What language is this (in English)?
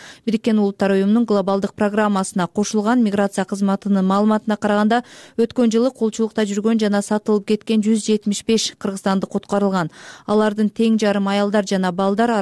Kyrgyz